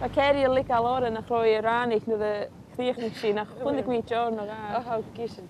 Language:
Scottish Gaelic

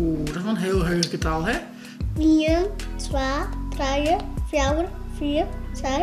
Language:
Western Frisian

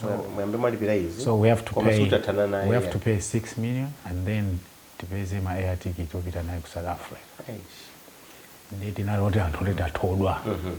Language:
Nyanja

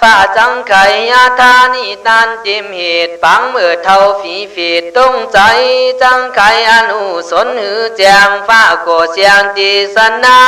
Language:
Khün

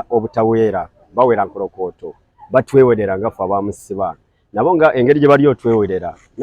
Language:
Ganda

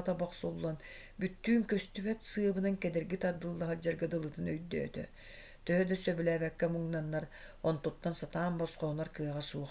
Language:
Yakut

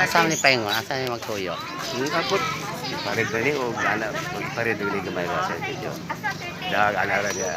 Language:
Cebuano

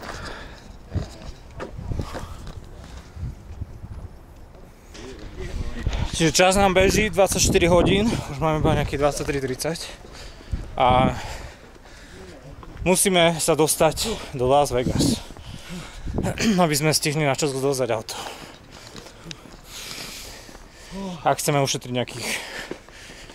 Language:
Slovak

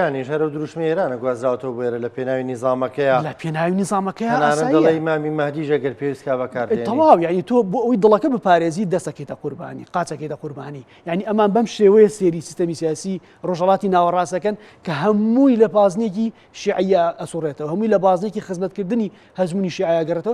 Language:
Central Kurdish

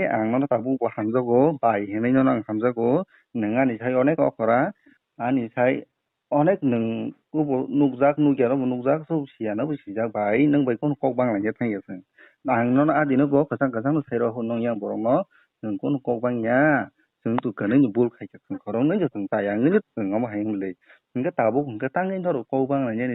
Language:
Kok Borok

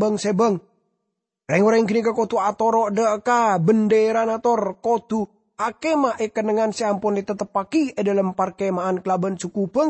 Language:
Madurese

